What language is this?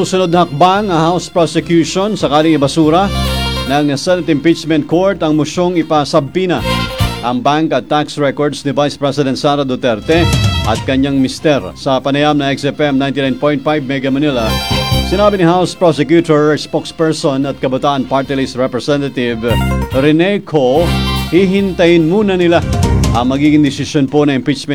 Filipino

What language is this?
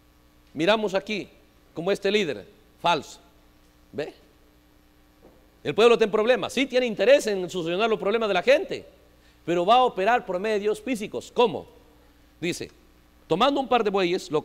Spanish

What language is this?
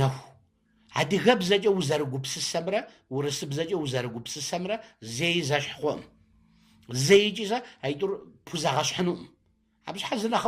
Kabardian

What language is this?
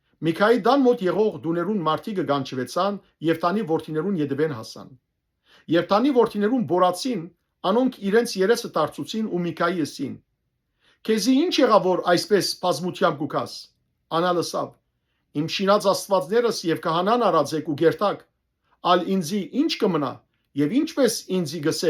Western Armenian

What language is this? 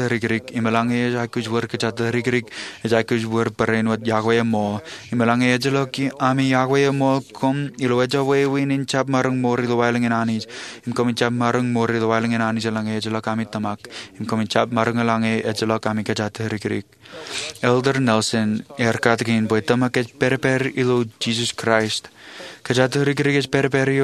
Marshallese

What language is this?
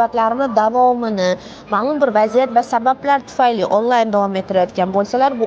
Uzbek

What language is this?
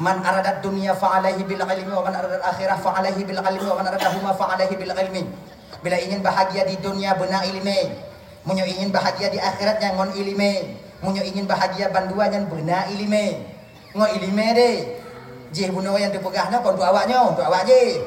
Achinese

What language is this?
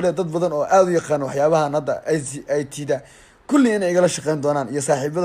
Somali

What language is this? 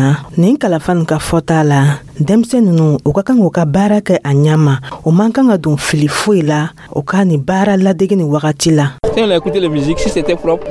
Dyula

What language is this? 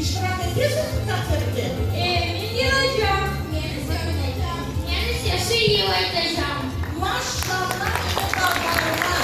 Crimean Tatar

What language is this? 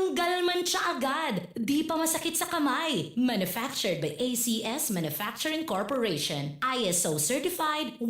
Bikol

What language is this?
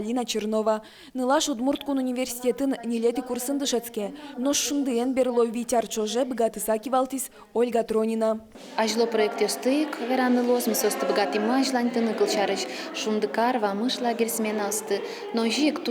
Udmurt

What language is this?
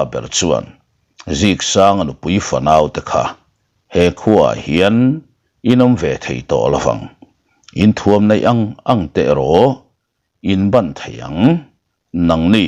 Mizo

